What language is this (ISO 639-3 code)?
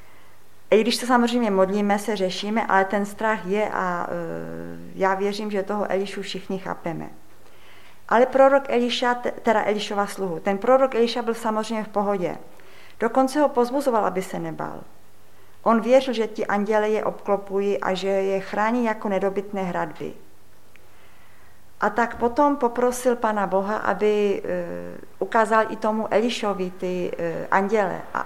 ces